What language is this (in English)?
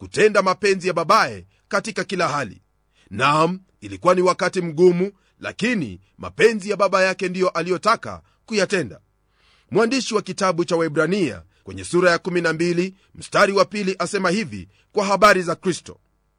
Swahili